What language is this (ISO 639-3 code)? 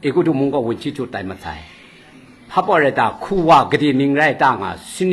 kac